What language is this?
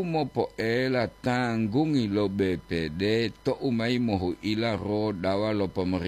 Gorontalo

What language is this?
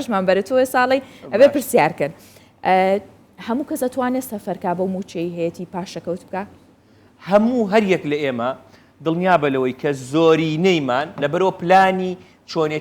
Central Kurdish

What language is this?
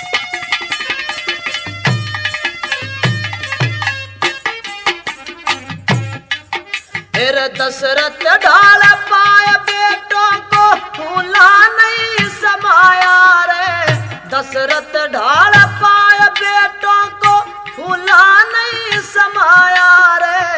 Haryanvi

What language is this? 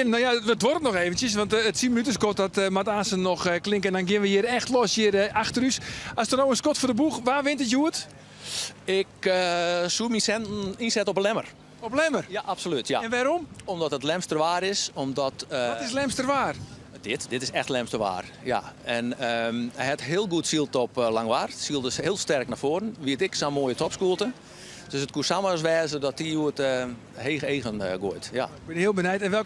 Western Frisian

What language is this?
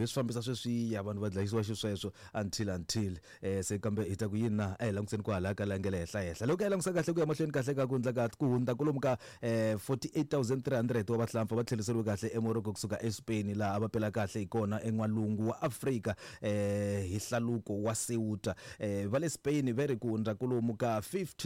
Tsonga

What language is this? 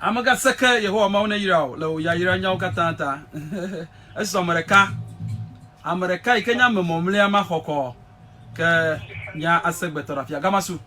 Ewe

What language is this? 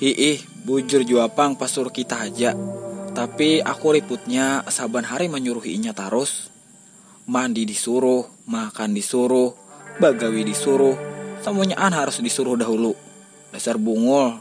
Banjar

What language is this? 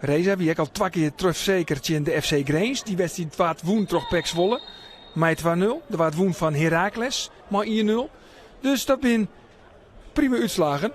Western Frisian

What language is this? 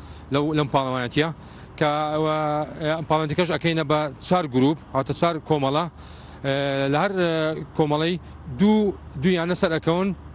Central Kurdish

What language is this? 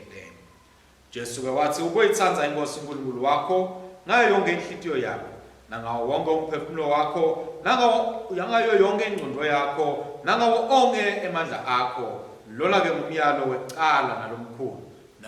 Swati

